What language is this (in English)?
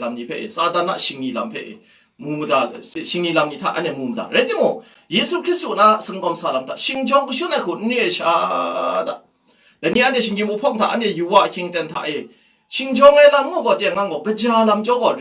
Kachin